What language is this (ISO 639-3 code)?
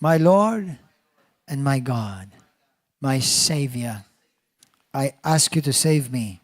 eng